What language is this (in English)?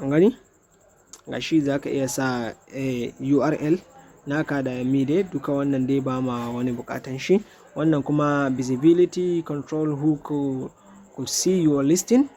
Hausa